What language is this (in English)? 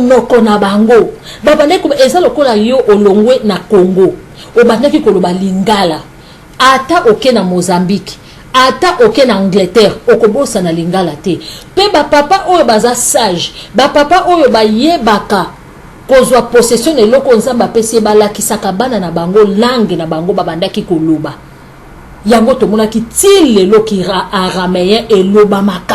Lingala